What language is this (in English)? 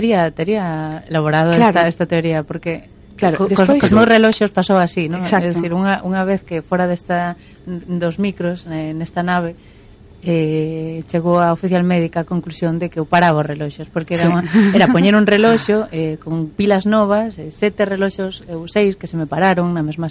Galician